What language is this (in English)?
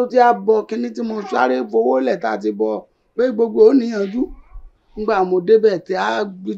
Yoruba